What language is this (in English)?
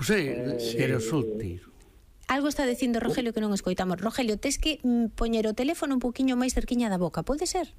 Galician